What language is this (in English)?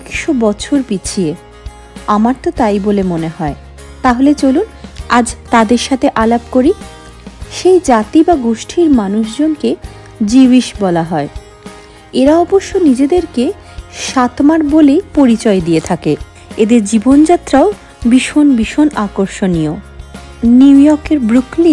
Bangla